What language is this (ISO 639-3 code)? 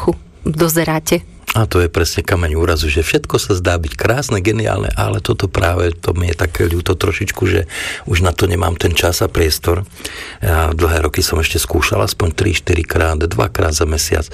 slk